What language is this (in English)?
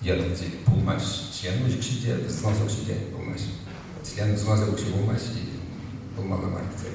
Chuvash